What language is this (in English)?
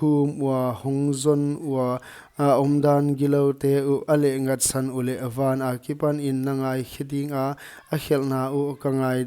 Paite Chin